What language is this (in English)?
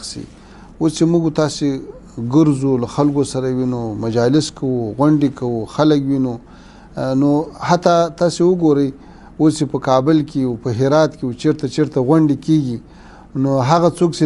Pashto